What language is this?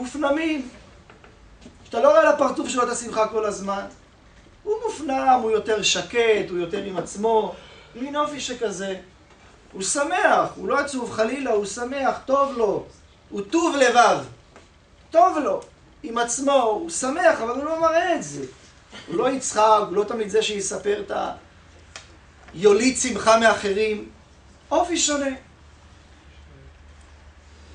Hebrew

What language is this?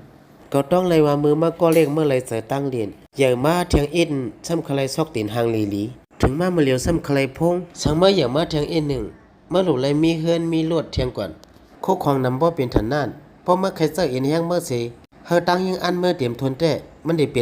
Shan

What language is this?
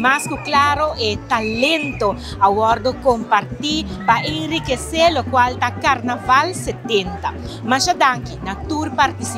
Papiamento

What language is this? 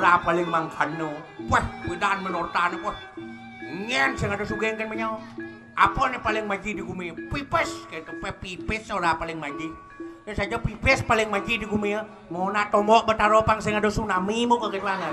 Balinese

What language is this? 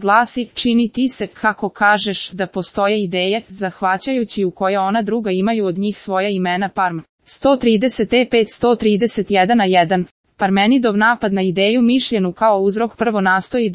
Croatian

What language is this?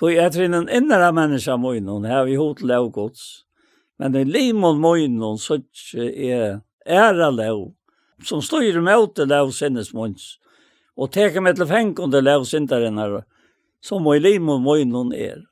Faroese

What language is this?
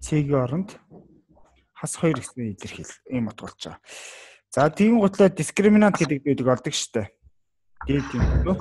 Mongolian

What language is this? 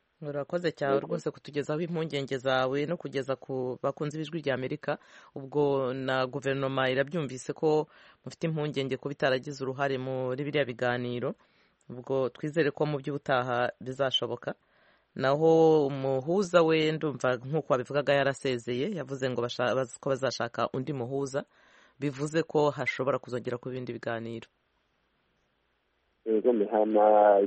Kinyarwanda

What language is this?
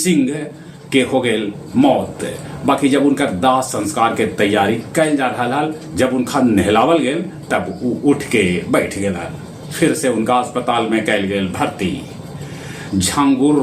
Magahi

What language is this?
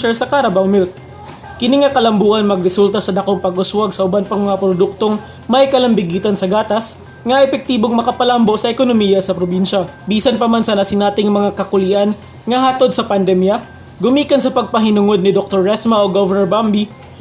Cebuano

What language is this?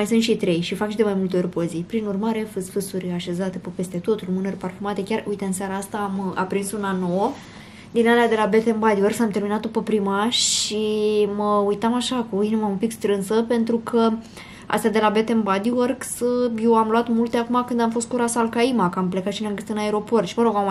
Romanian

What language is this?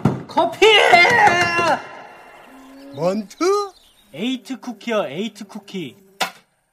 Korean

